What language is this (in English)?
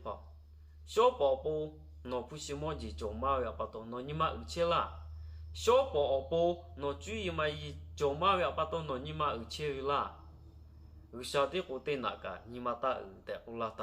Lahu